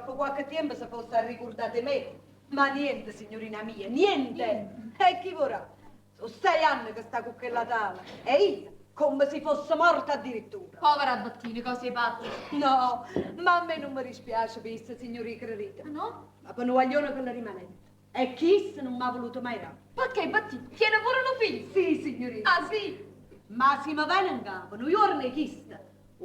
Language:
Neapolitan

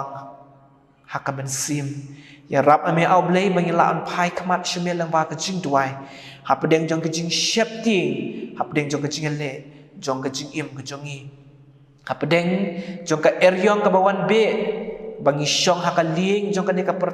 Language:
Khasi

